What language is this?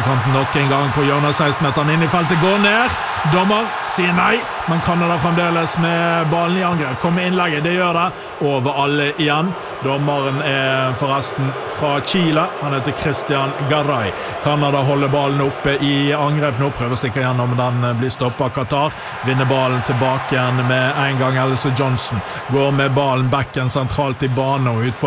Norwegian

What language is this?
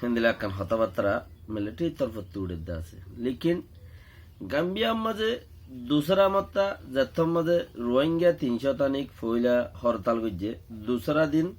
Rohingya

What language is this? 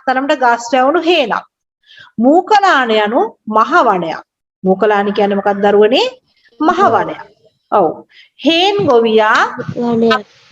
Sinhala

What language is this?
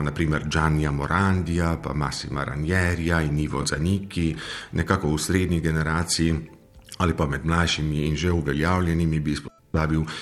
Slovenian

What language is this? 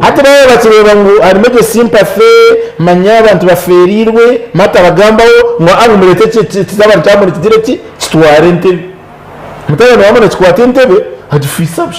Nyankole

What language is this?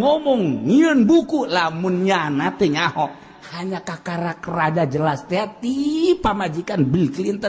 Sundanese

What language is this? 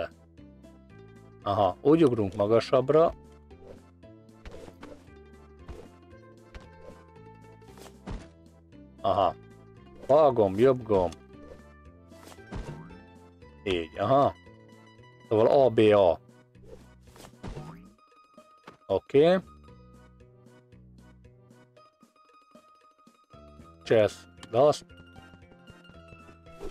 Hungarian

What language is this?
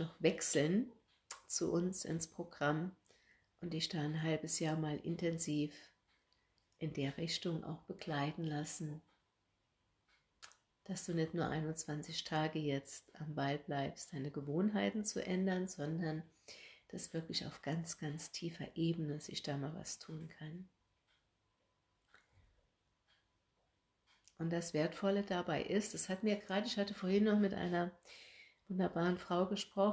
German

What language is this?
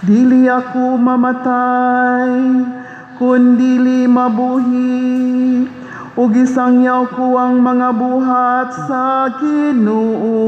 Cebuano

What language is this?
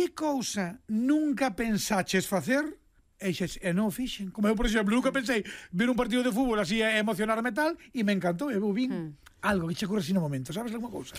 Galician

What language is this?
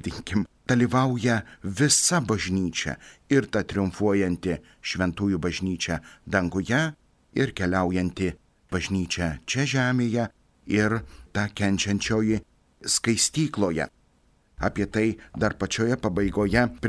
Lithuanian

